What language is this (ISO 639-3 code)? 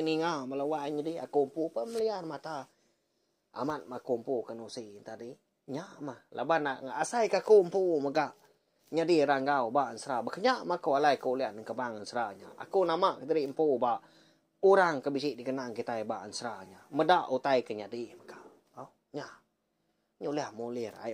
iba